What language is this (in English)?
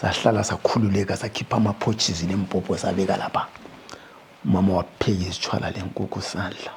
North Ndebele